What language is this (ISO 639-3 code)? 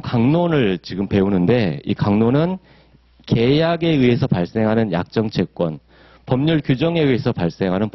kor